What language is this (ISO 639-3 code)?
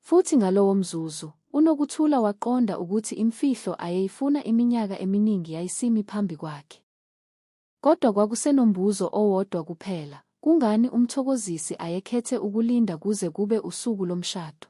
zul